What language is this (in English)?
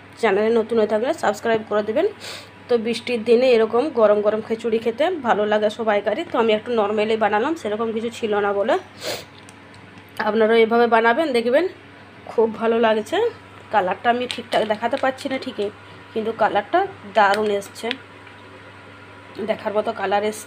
Bangla